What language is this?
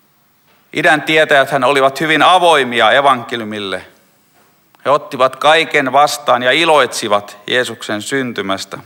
Finnish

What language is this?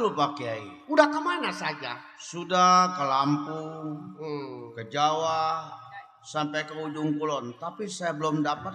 Betawi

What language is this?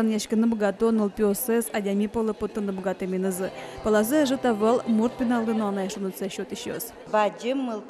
Udmurt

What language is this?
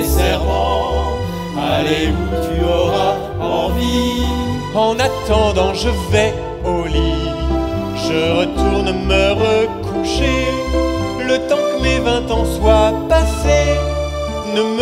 French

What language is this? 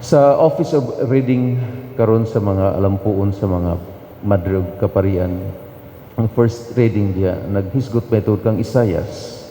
Cebuano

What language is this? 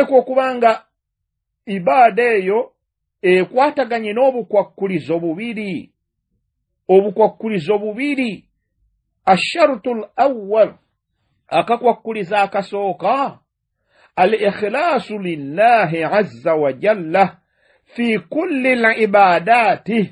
Ganda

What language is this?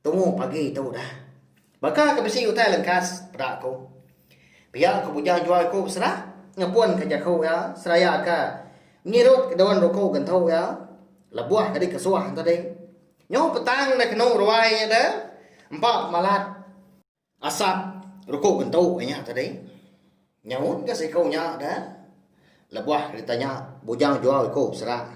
Iban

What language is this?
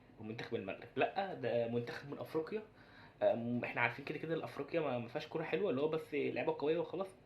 Egyptian Arabic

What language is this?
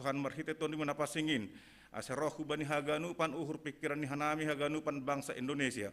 Batak Simalungun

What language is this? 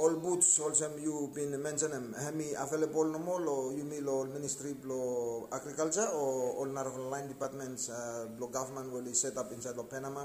Bislama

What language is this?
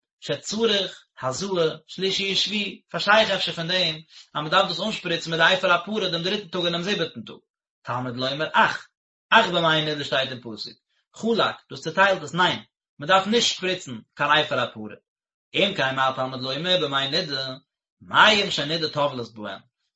Yiddish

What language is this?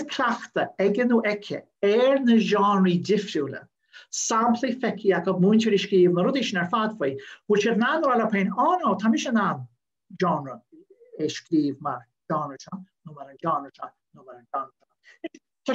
Irish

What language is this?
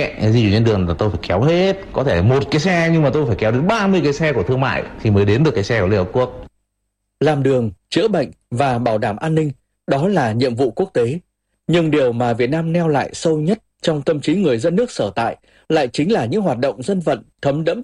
Vietnamese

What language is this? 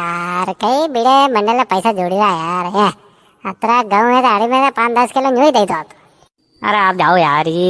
Rajasthani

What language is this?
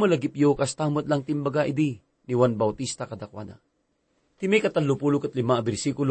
Iloko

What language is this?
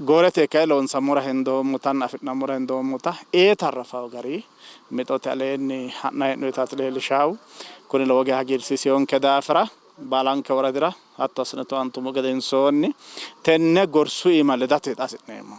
Sidamo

